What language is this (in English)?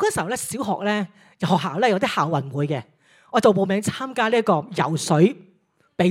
Cantonese